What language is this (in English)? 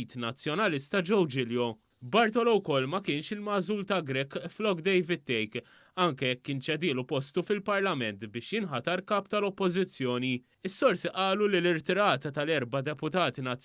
Maltese